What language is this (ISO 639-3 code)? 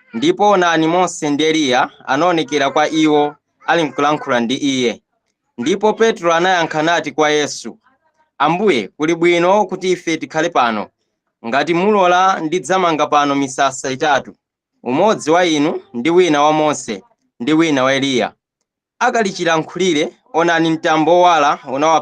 nya